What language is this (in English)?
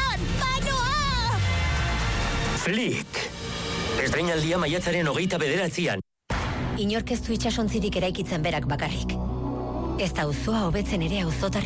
Basque